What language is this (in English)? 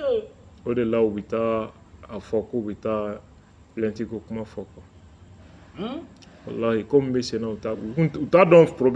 Bambara